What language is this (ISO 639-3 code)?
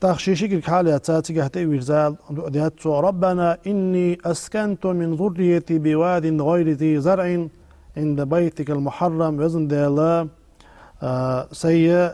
inh